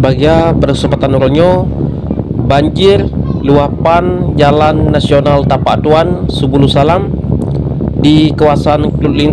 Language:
Achinese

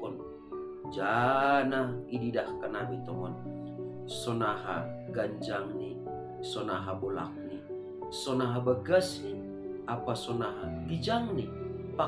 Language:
Batak Simalungun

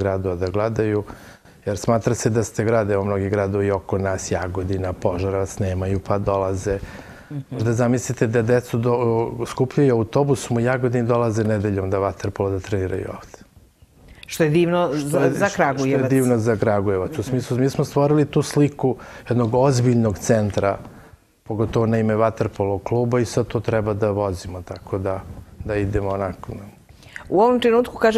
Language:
Serbian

